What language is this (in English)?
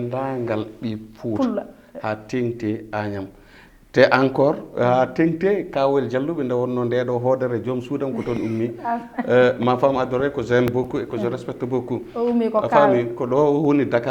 Fula